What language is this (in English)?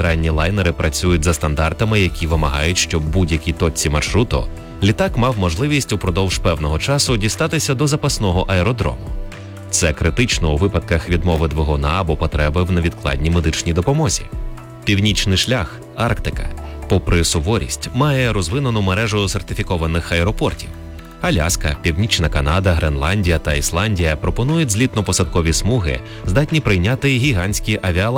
Ukrainian